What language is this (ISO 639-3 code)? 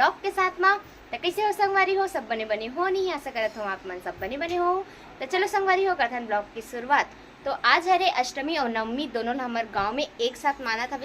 hne